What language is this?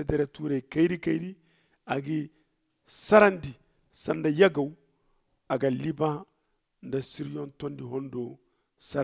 Zarma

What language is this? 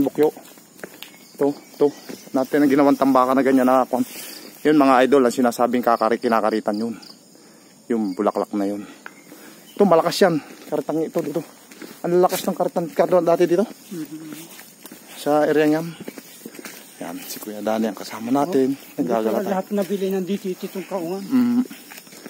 Filipino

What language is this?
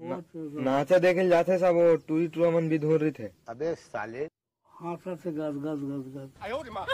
Chhattisgarhi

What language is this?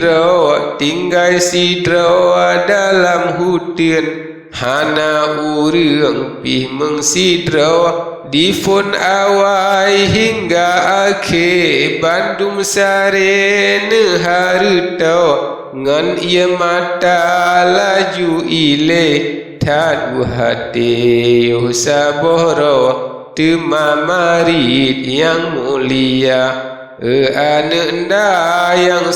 Achinese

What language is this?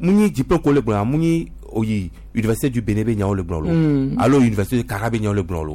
Gen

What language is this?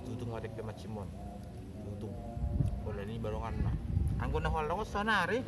Batak Toba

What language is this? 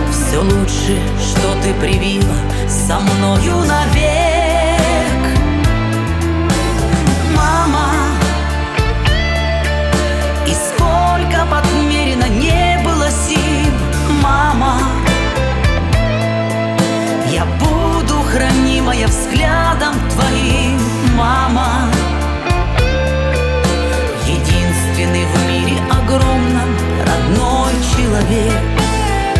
Russian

